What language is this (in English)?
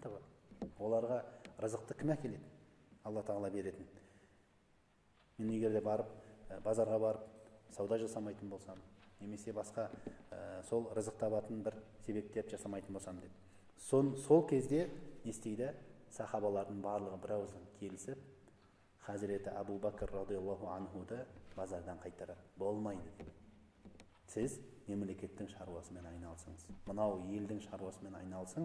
Kazakh